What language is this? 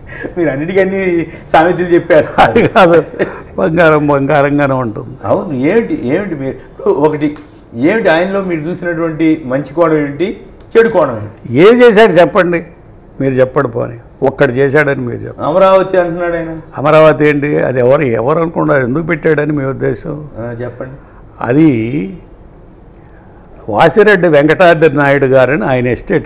Telugu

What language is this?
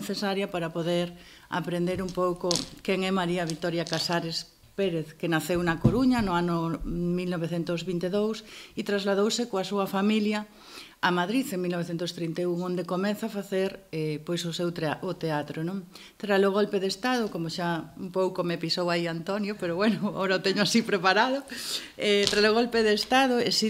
Galician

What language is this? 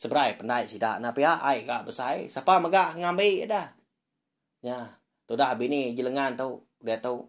Iban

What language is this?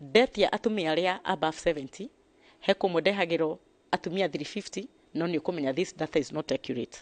Kikuyu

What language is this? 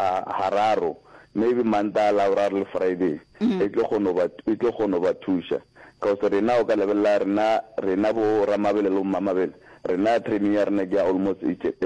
Northern Sotho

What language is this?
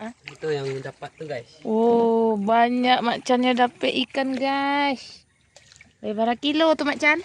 Minangkabau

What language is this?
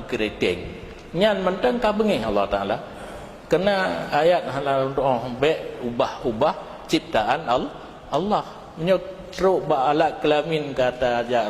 Achinese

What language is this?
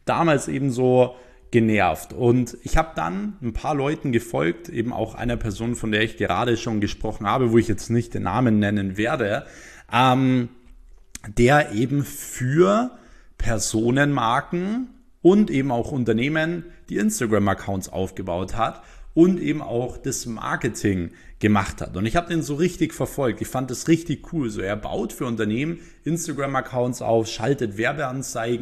German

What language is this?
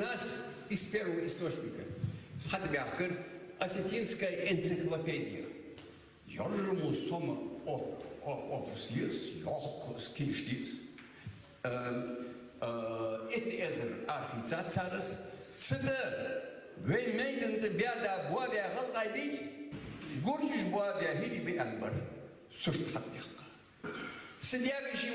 Ingush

